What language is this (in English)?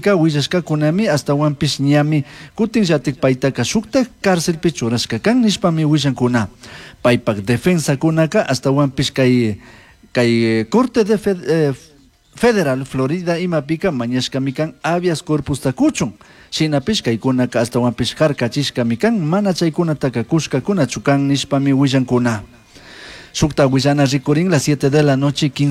Chimborazo Highland Quichua